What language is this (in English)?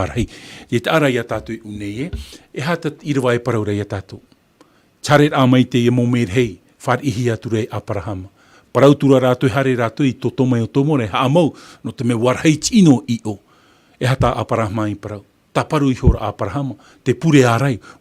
Tahitian